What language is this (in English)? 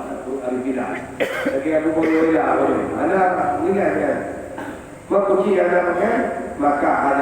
Achinese